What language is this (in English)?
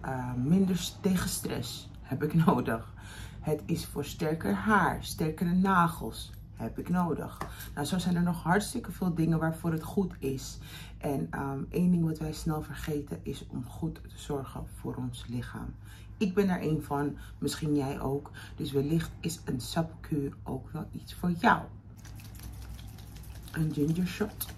Dutch